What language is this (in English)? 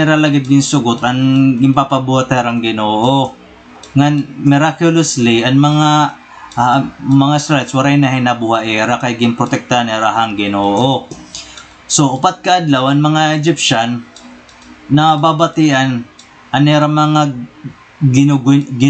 Waray